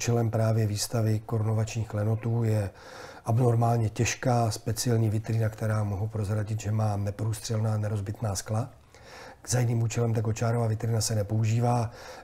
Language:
Czech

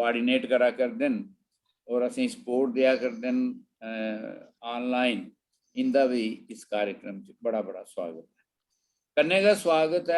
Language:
Dogri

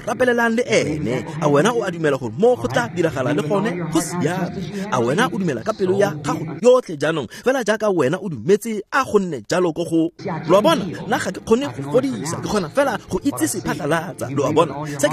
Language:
Tswana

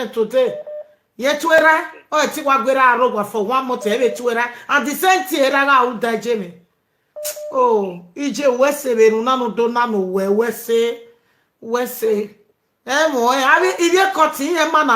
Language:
Nigerian Pidgin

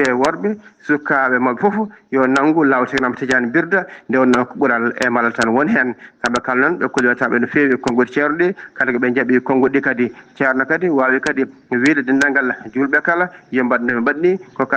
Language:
Fula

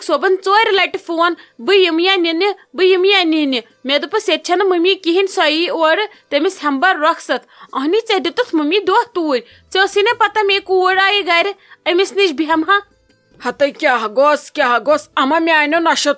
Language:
Kashmiri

